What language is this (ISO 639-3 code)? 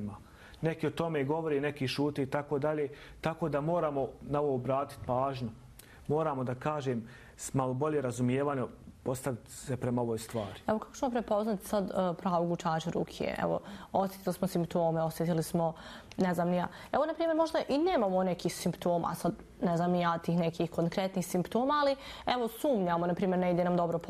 bos